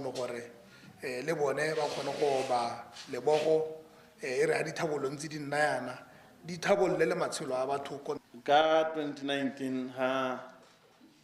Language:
Tswana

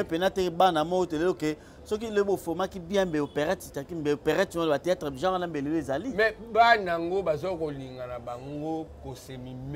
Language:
Lingala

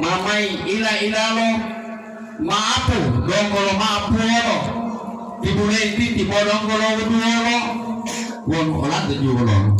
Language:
Gorontalo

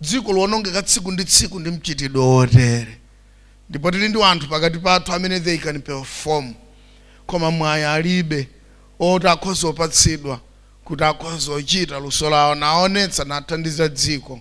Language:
Nyanja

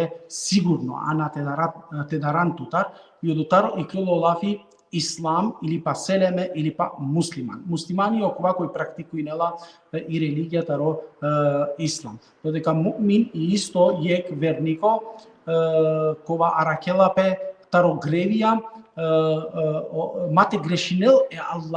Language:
Balkan Romani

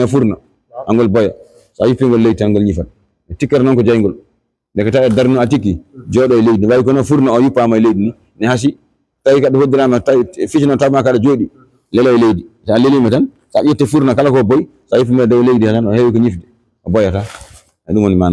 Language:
Fula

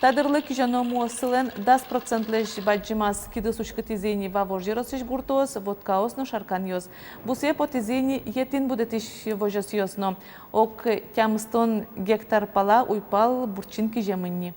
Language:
Udmurt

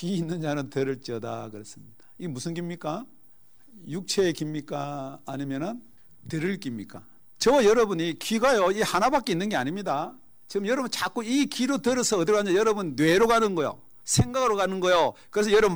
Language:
Korean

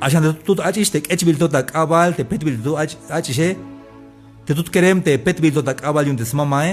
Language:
Tzeltal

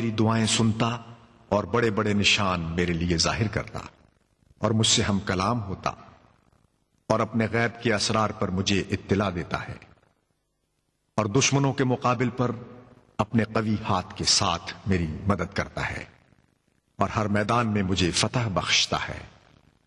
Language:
Urdu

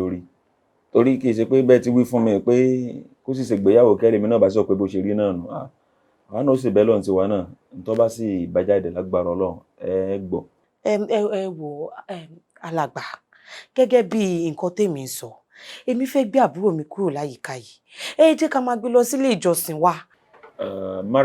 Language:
Yoruba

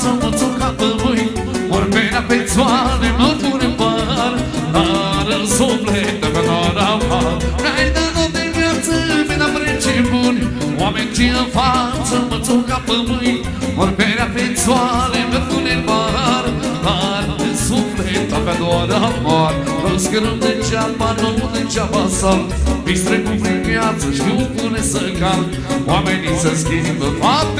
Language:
Romanian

